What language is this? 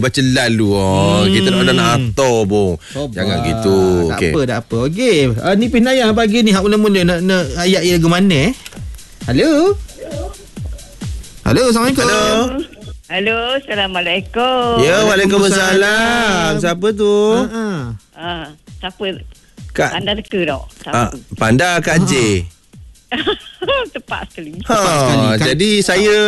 Malay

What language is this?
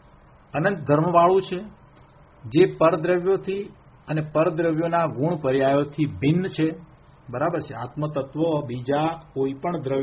Gujarati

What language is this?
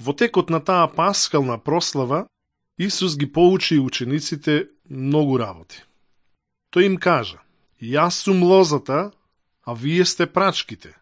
Macedonian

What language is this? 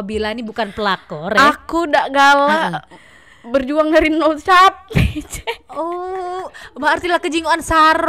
Musi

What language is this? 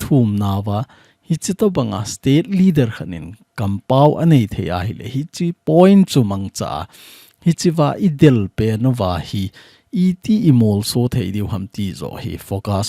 Thado Chin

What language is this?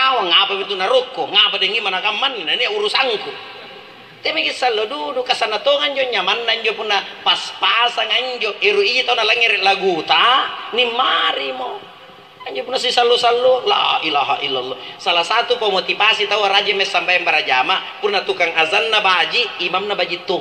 Makasar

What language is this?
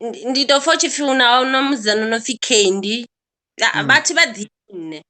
Venda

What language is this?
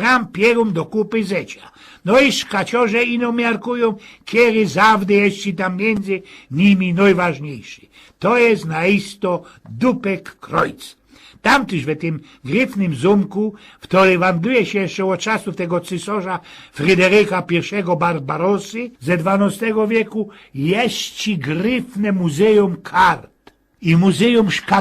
Silesian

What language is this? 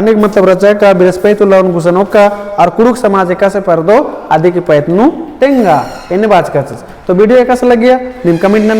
Kurukh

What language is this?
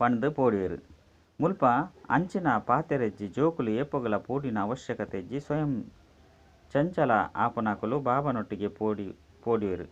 Tulu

